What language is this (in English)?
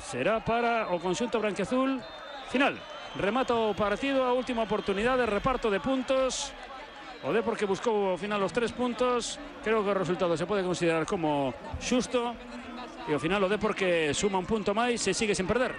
Galician